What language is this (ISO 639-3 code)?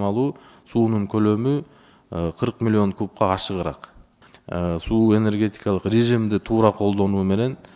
kir